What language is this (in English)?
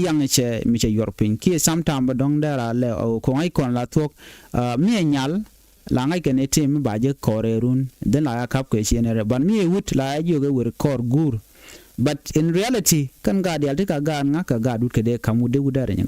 Nuer